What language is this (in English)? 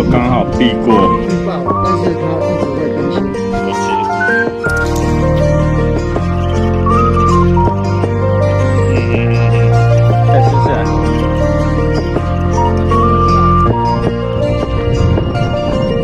Chinese